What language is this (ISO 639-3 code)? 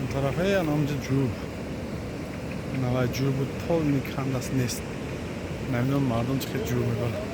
tgk